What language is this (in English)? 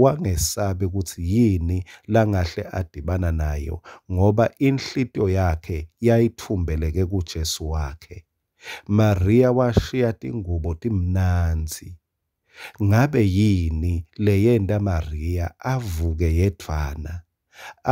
Swati